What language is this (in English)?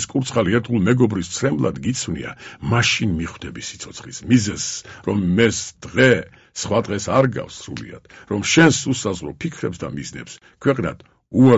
Georgian